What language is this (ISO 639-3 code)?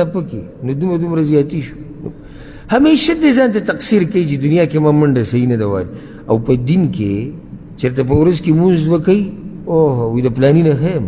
pus